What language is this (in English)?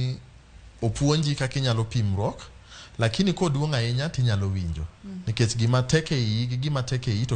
Luo (Kenya and Tanzania)